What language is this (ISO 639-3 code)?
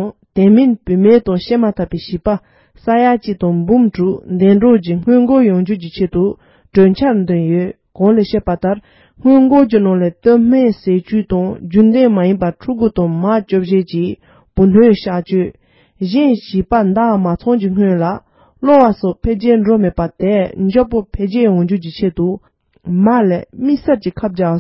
bod